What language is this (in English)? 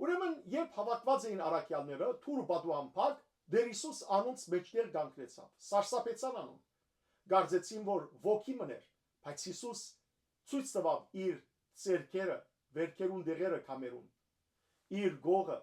Western Armenian